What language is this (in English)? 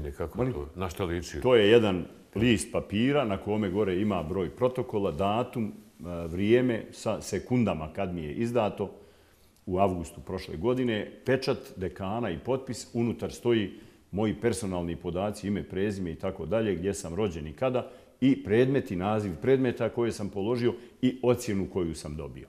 Bosnian